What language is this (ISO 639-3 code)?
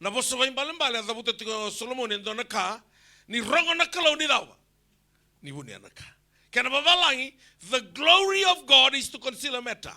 fij